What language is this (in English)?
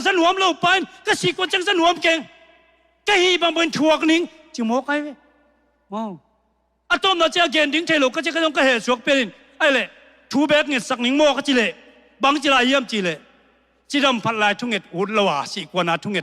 Tedim Chin